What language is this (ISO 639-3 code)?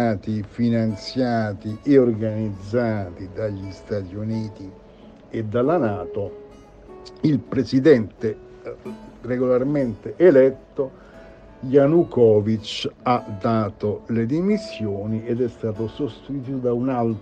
ita